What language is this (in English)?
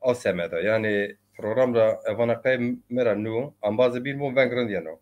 Zaza